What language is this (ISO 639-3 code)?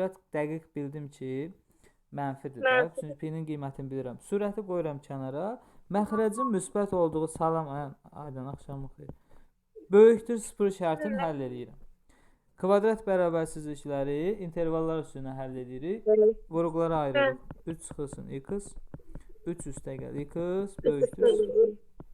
aze